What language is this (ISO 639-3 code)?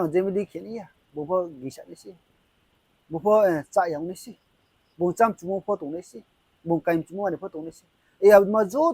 ria